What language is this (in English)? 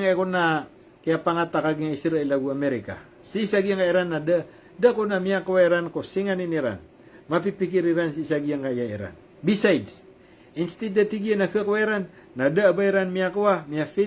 Maranao